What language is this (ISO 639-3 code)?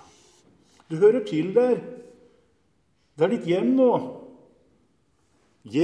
nor